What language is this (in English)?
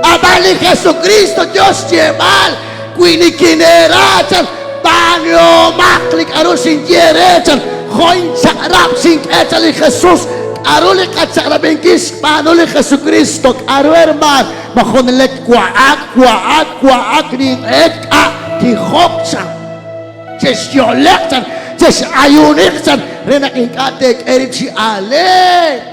Kekchí